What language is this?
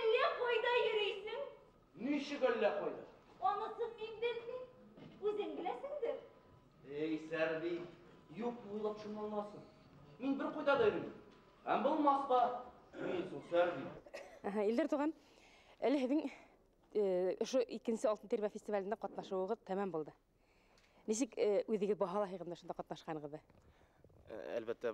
Bashkir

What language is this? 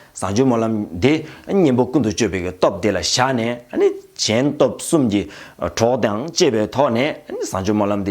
Tibetan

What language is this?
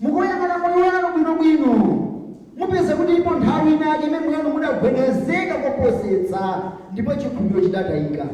Nyanja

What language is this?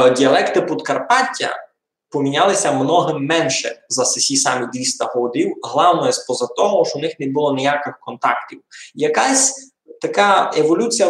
Rusyn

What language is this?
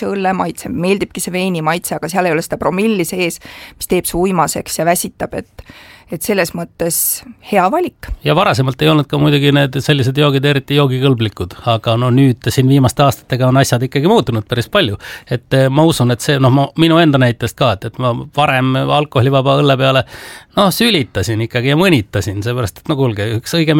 Estonian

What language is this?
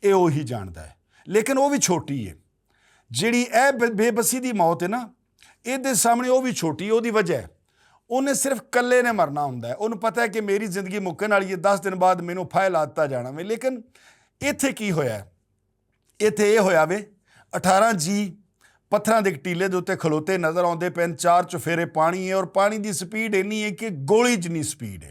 Western Panjabi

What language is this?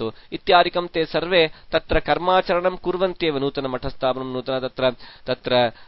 Sanskrit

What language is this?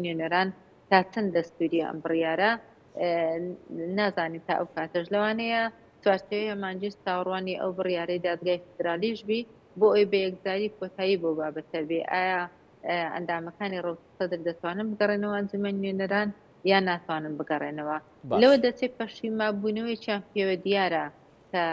Central Kurdish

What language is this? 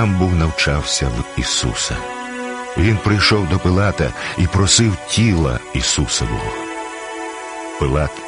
Ukrainian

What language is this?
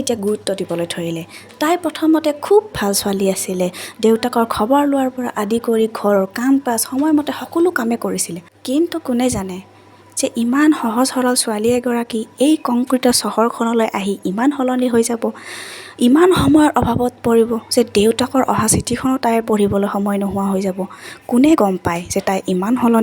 Assamese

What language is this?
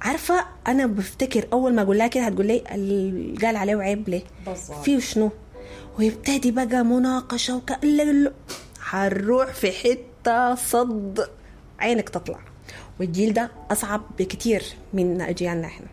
Sudanese Arabic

